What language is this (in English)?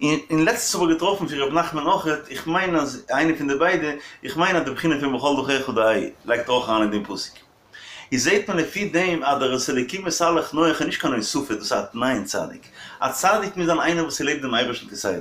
Yiddish